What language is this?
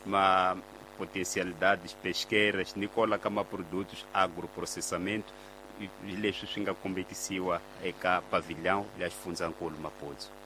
Tsonga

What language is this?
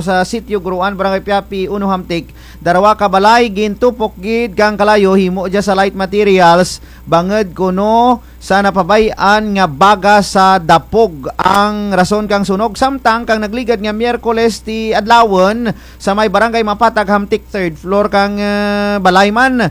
Kinaray-a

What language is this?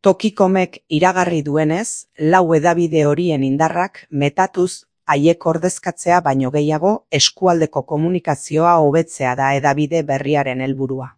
Basque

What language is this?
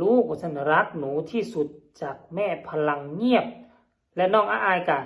Northeastern Thai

